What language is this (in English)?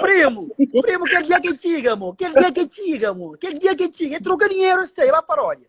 Kabuverdianu